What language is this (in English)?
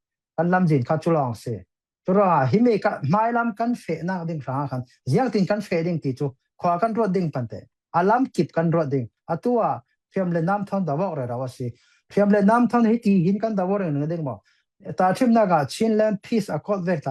Falam Chin